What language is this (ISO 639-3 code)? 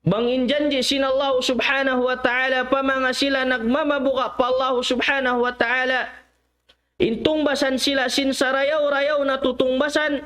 tsg